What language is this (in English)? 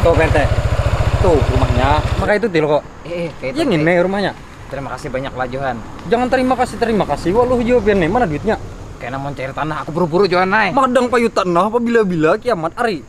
Banjar